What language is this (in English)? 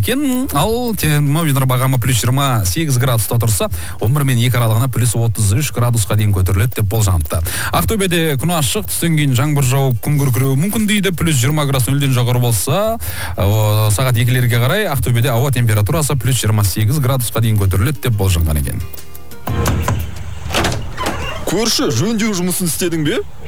Kazakh